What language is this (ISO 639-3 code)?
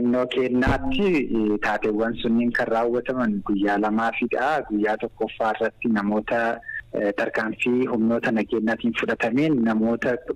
orm